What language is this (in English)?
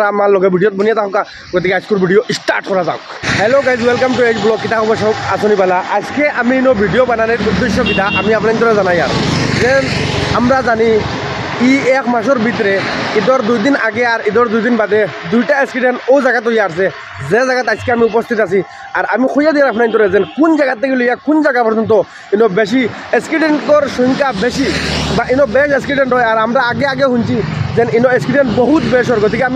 Sylheti